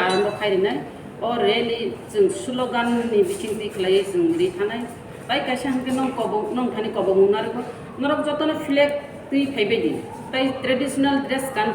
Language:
Kok Borok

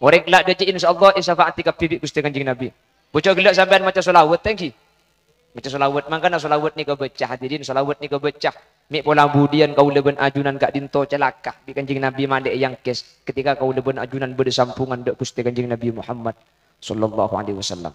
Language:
Madurese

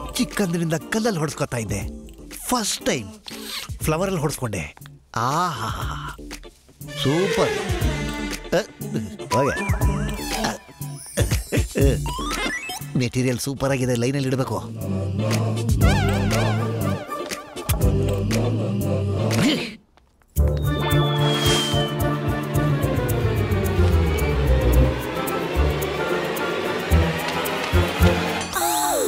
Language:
Kannada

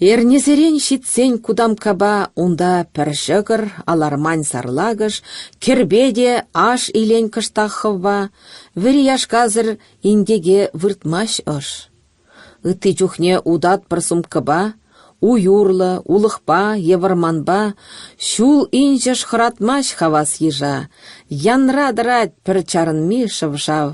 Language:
Chuvash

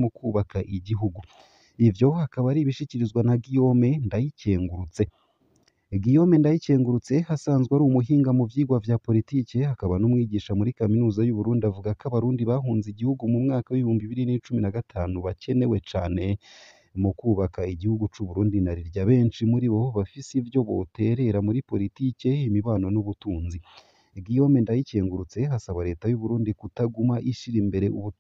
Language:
Rundi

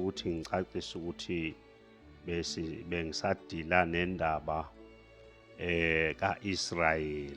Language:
Zulu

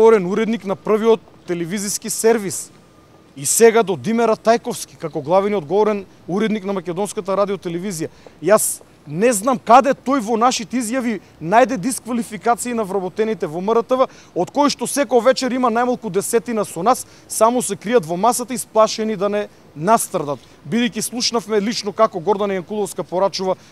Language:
Macedonian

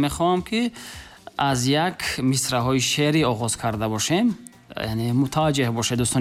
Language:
Tajik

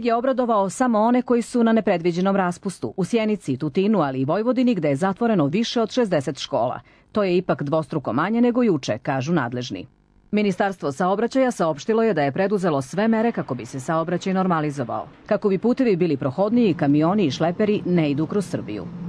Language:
Serbian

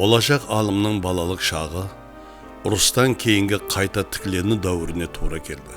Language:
Kara-Kalpak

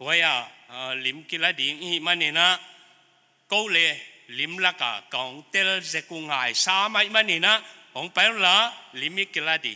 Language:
Paite Chin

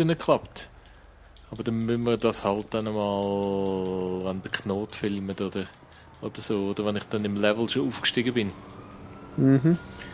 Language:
Swiss German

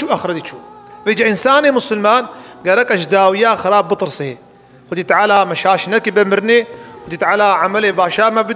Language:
Kurdish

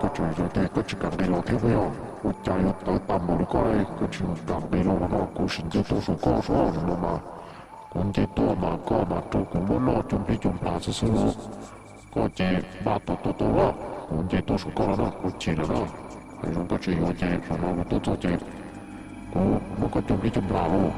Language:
Hmong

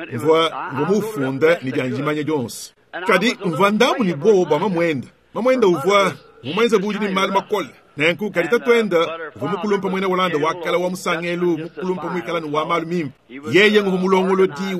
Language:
Luba-Lulua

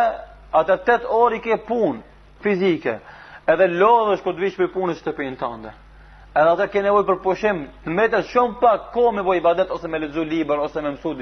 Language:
Albanian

